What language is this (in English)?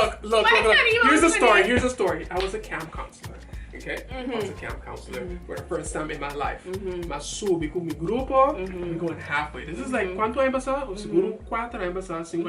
Papiamento